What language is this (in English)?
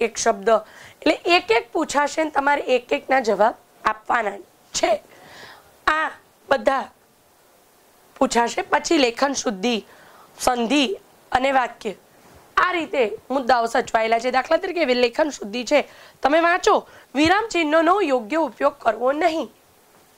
Gujarati